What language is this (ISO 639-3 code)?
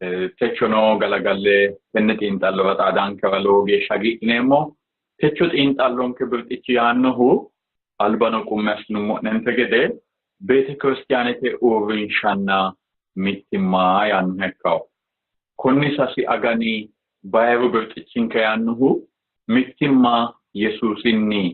sid